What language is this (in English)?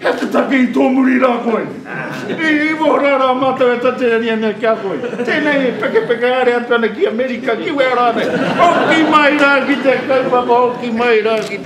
Māori